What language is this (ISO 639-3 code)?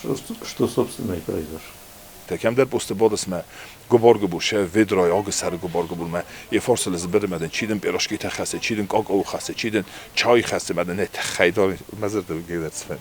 oss